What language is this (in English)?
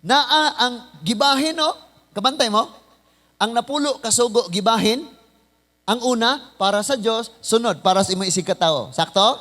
Cebuano